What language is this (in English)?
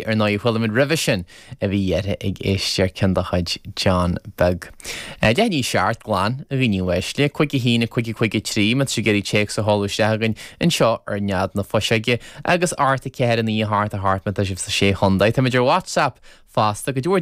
Irish